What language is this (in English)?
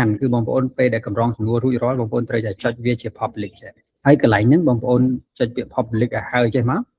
Khmer